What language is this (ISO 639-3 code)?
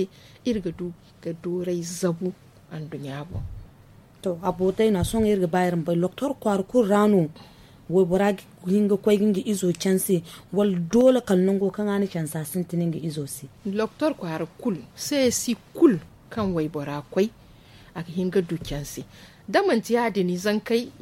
dje